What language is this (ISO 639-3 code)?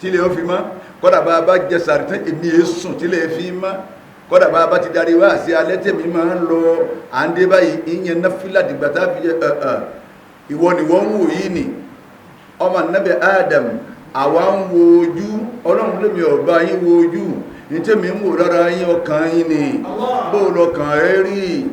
yor